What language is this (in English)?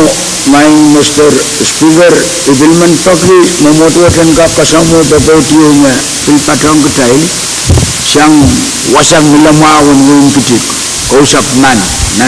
Pohnpeian